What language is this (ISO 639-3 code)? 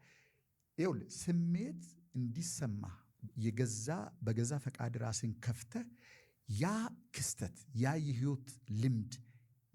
amh